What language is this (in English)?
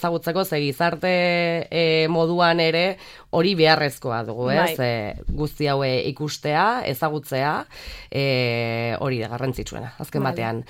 Basque